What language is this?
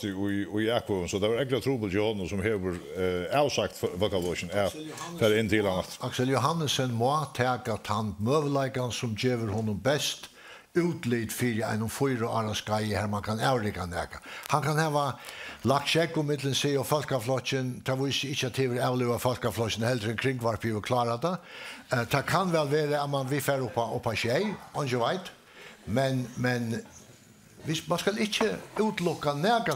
Faroese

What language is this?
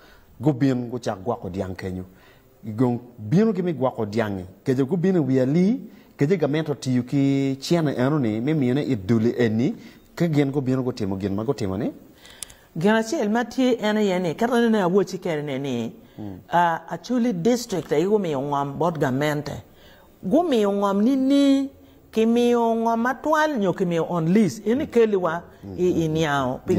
Acoli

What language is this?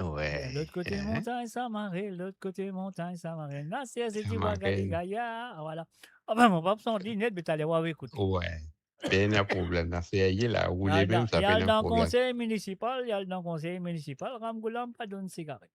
Morisyen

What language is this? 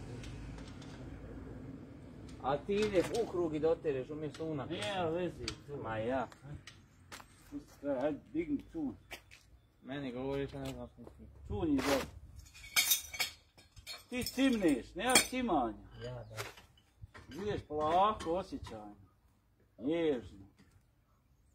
Croatian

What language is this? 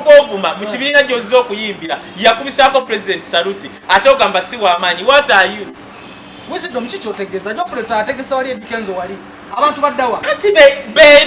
Ganda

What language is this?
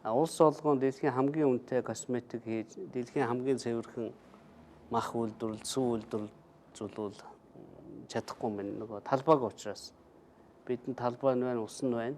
Mongolian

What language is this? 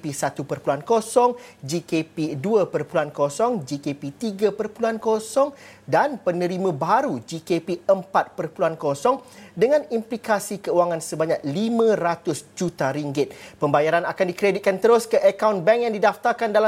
Malay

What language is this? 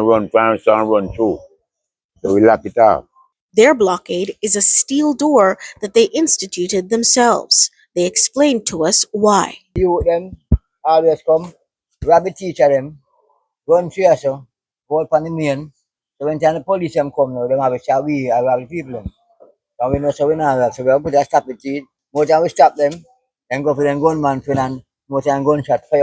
Jamaican Creole English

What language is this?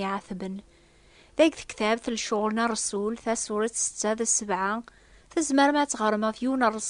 Kabyle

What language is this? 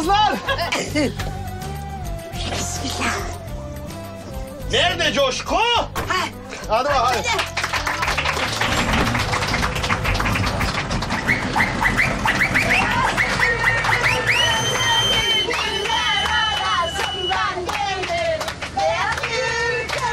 Turkish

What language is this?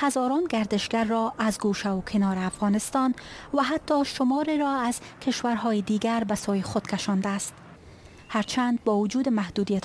Persian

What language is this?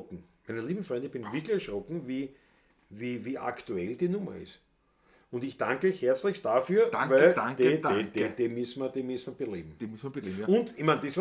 Bavarian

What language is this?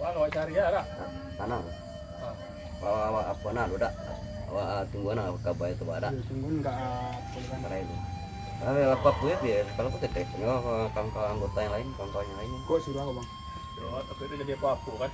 Minangkabau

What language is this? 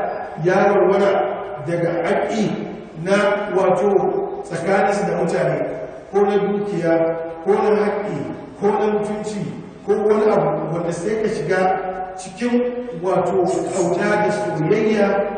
Hausa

